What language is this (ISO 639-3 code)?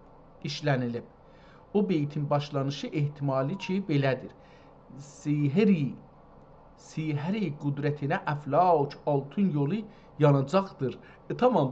azb